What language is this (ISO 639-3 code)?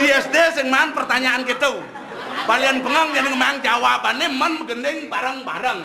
ban